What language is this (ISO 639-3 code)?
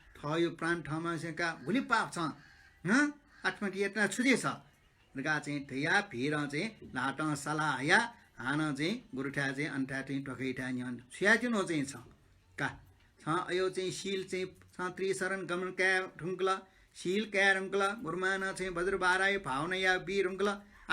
new